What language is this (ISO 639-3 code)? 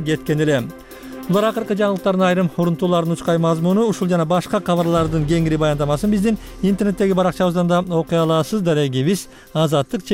kir